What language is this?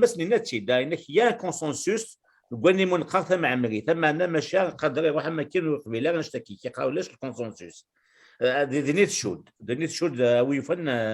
Kabyle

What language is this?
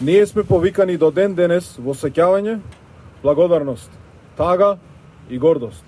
Macedonian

